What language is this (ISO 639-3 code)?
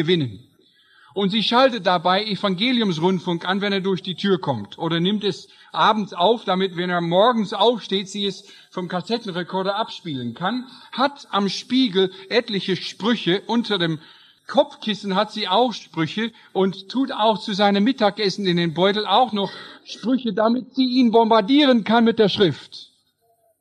deu